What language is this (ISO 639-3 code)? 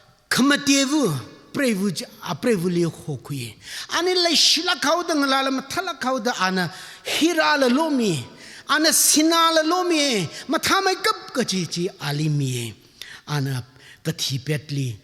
nmf